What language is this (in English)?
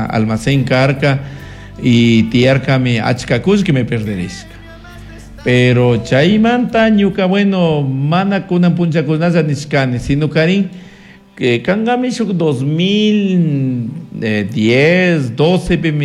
Chimborazo Highland Quichua